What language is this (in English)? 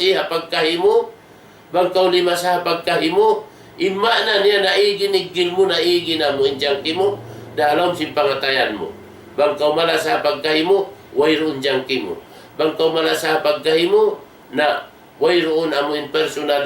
Tausug